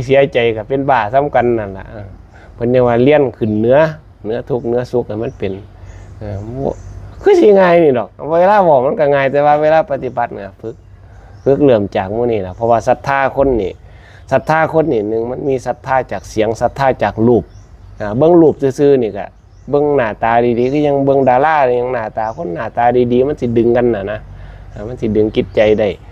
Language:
Northeastern Thai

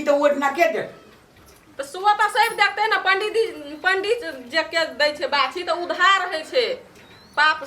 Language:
Maithili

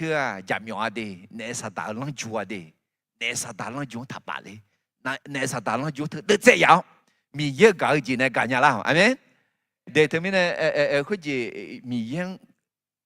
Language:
Akha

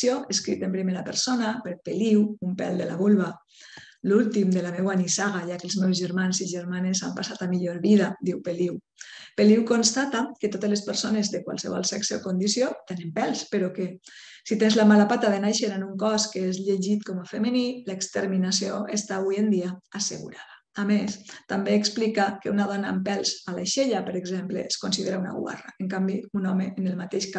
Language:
Catalan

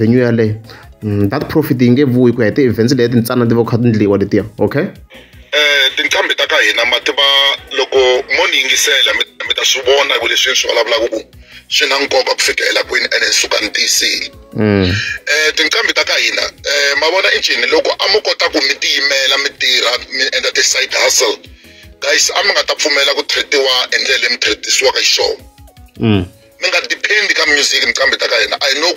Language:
Tsonga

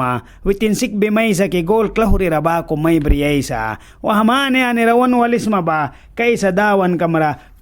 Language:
Mískito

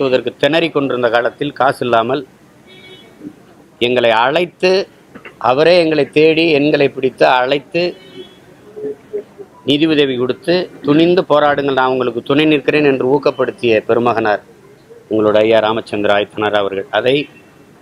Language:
Tamil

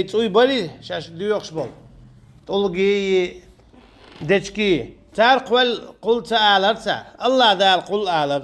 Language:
Chechen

